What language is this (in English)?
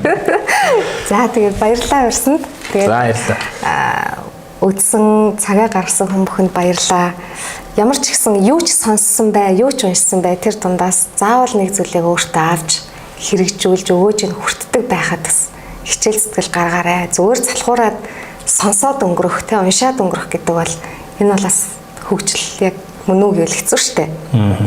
Mongolian